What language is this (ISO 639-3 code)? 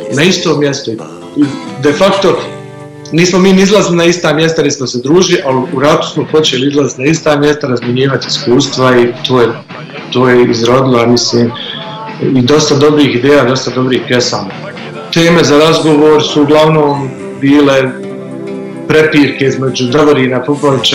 bos